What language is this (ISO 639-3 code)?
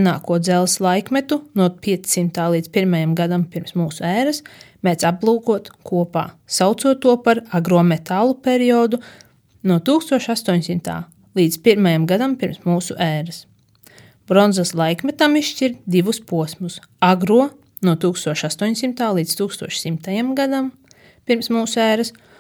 lav